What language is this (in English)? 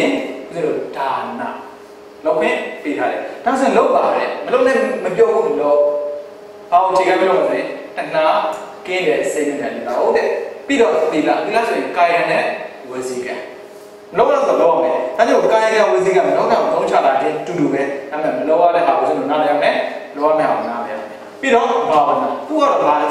Burmese